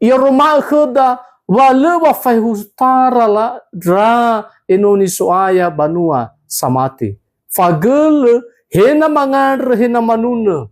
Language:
Nias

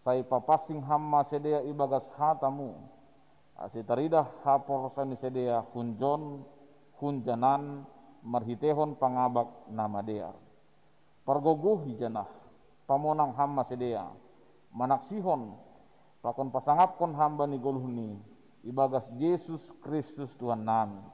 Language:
Batak Simalungun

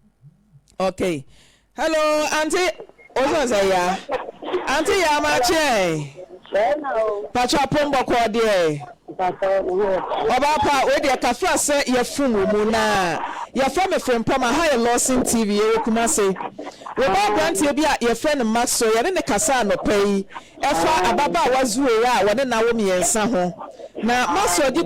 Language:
Akan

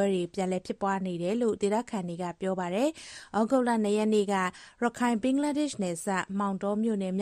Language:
Burmese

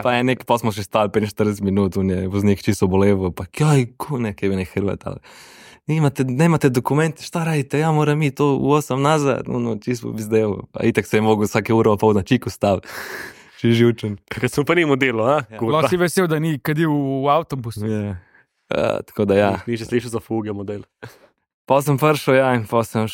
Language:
Slovenian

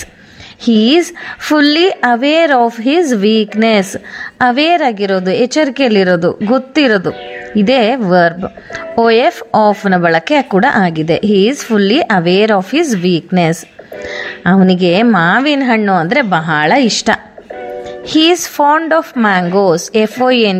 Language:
Kannada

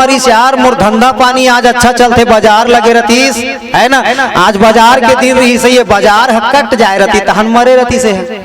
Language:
Chhattisgarhi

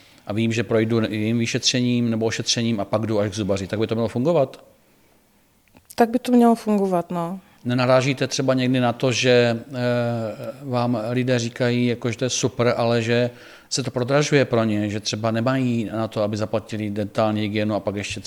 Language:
Czech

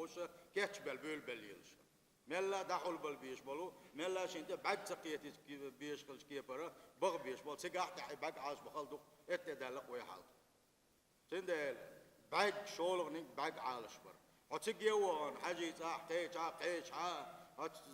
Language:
Chechen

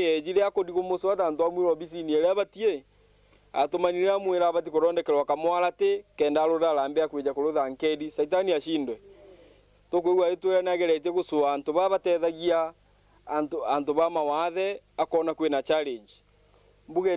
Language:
Meru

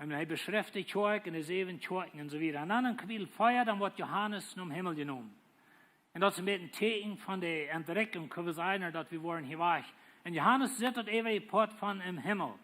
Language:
Plautdietsch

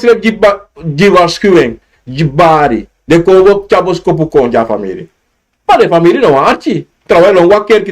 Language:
Sranan Tongo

